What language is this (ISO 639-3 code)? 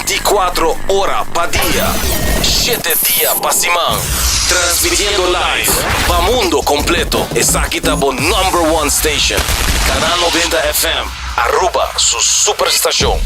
pap